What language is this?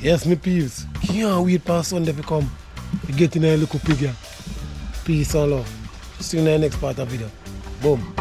Jamaican Creole English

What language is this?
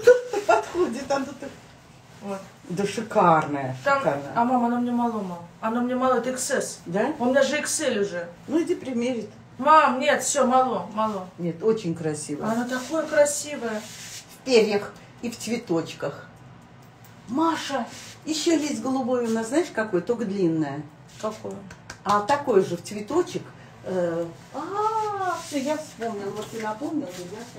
Russian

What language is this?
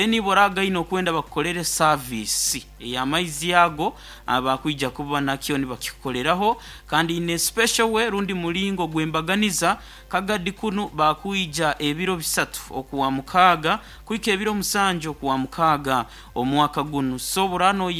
Nyoro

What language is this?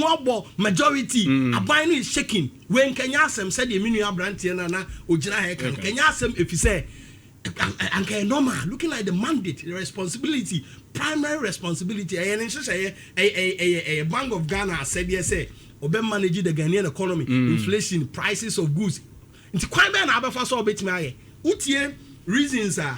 Akan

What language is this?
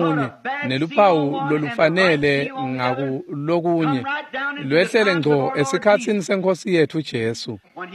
Swati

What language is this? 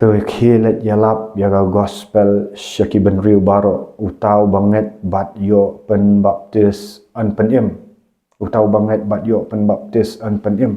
Khasi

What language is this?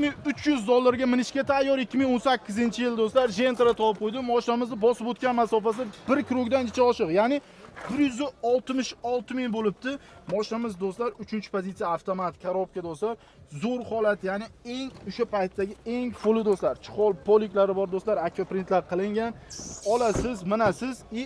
Uzbek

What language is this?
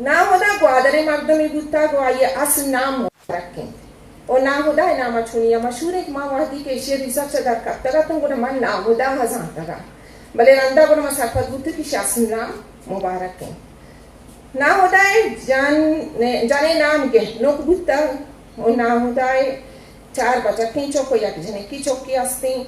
Eastern Balochi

